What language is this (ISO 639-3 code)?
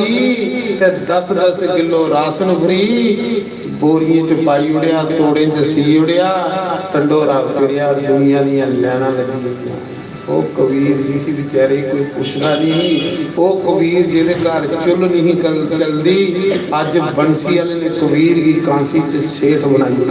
doi